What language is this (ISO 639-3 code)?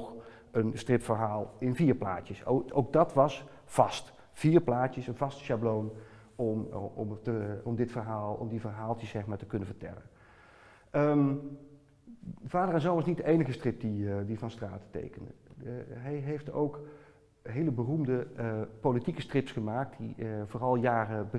nld